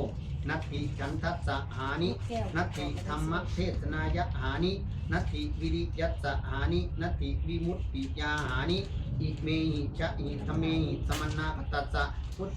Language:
Pali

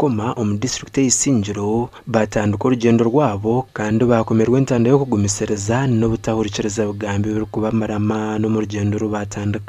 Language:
Nyankole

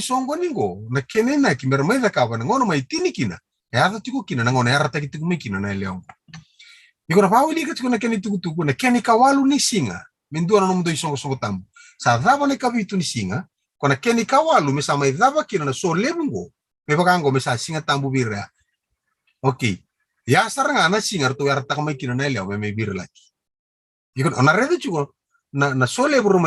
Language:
Fijian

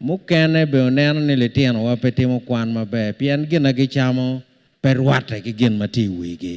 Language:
Acoli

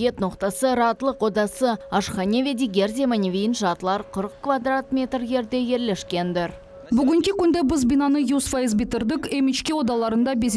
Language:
Crimean Tatar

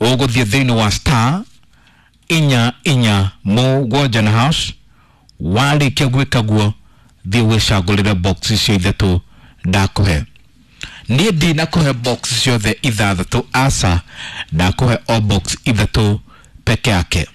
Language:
Kikuyu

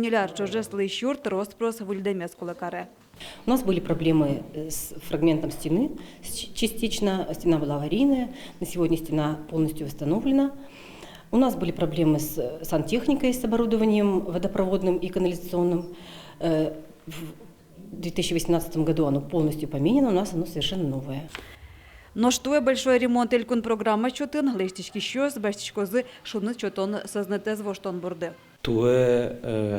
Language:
Udmurt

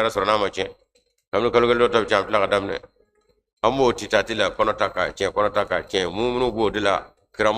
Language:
Bambara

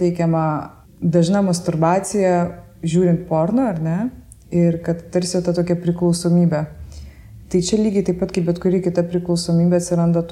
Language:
Lithuanian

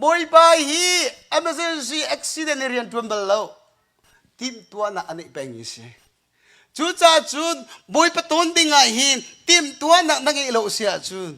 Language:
Hakha Chin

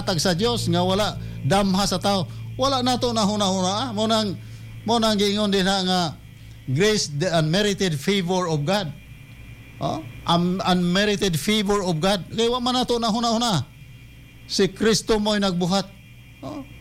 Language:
Cebuano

